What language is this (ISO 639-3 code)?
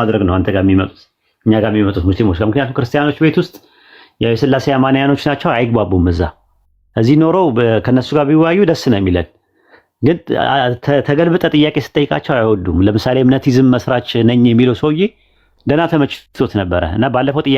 amh